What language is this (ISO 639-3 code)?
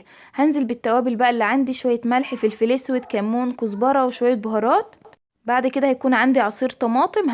arz